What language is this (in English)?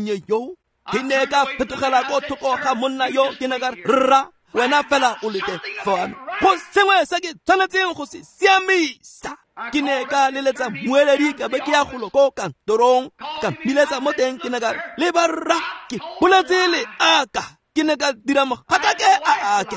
Tswana